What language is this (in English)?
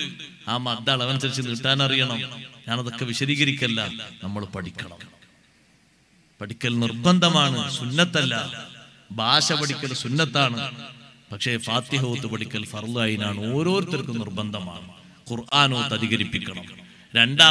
Malayalam